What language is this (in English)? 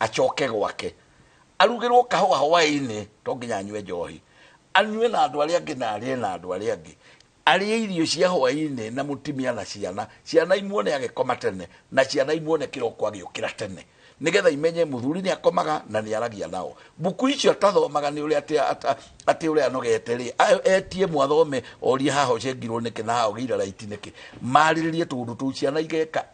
Kikuyu